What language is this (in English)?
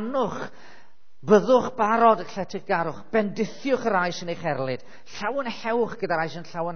Welsh